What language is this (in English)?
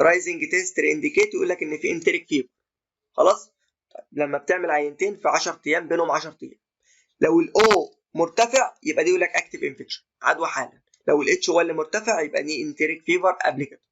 Egyptian Arabic